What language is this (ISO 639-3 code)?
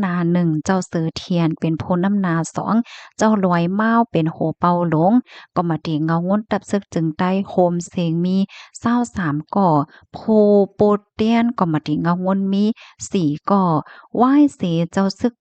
shn